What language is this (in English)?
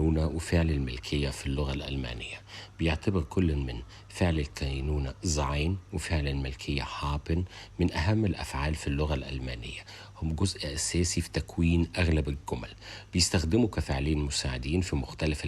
Egyptian Arabic